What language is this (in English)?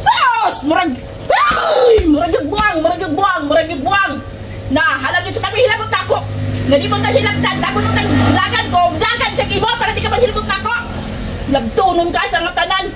Cebuano